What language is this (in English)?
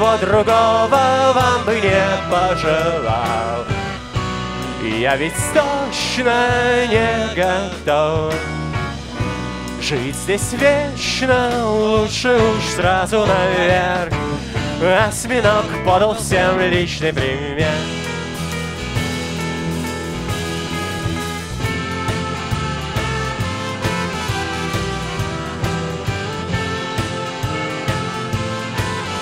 Russian